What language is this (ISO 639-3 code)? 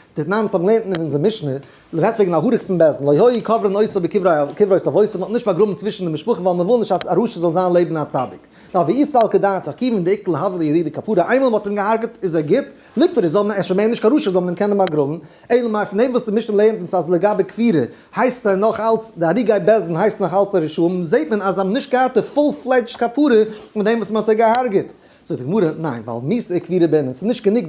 yid